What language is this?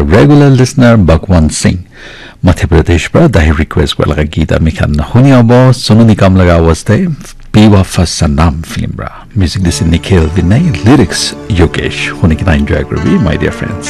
Naga Pidgin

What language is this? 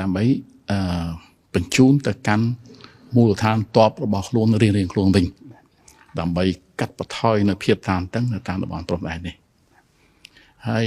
Khmer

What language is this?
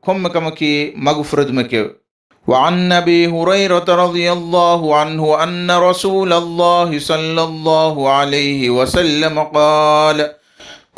Divehi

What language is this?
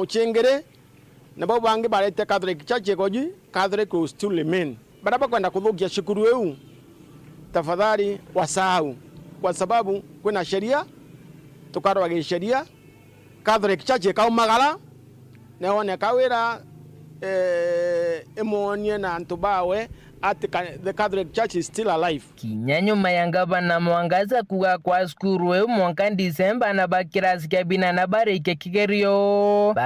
Meru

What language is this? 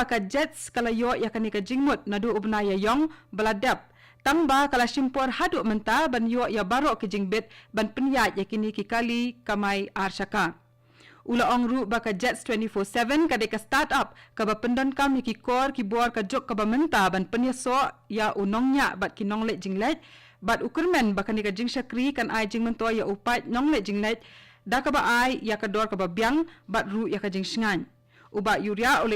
Khasi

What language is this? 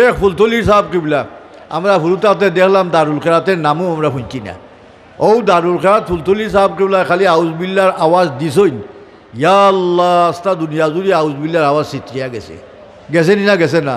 Sylheti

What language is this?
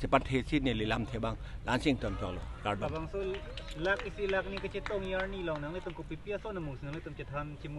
Karbi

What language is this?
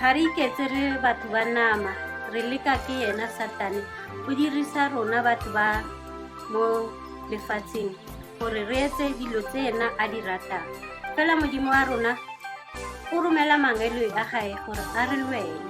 Tswana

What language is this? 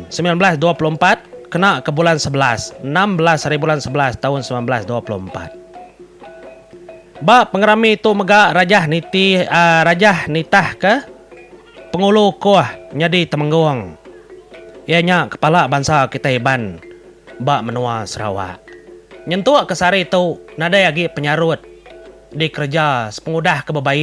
Iban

